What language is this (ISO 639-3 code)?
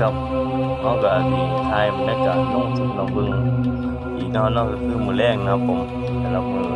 tts